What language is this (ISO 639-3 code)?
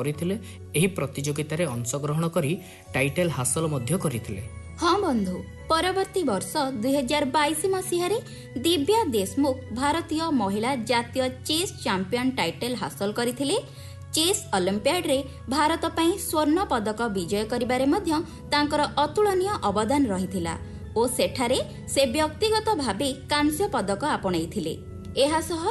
ori